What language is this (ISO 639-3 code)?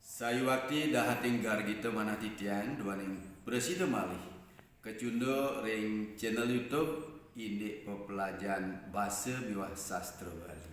ban